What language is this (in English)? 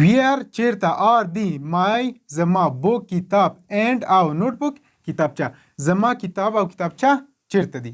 Pashto